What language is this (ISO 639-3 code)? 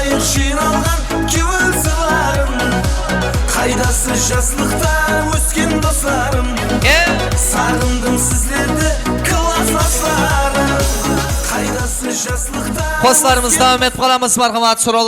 kaa